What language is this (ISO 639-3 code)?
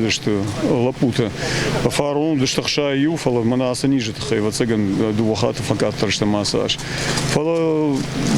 oss